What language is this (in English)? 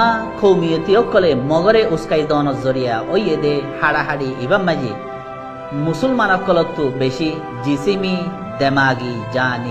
Rohingya